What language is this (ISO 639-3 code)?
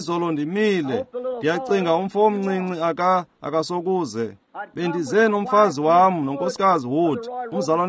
xho